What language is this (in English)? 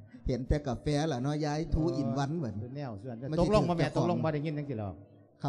Lao